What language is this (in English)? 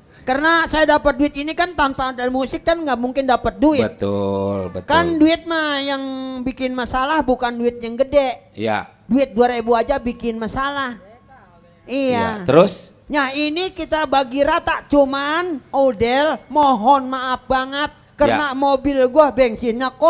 Betawi